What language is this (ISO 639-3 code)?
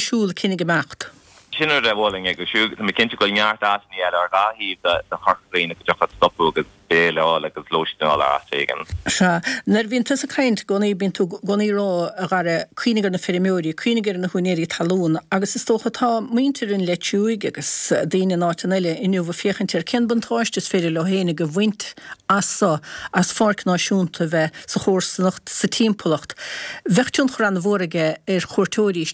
gle